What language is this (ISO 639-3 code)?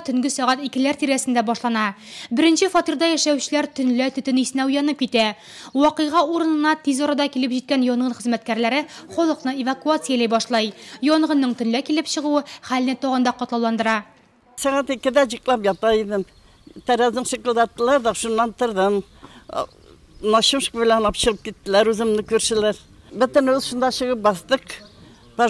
tat